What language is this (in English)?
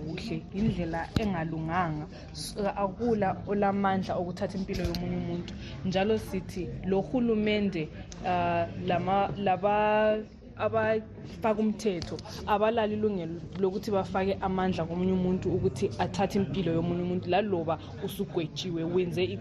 North Ndebele